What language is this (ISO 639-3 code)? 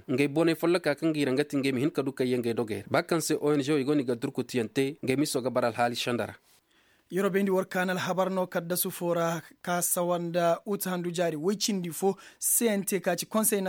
ses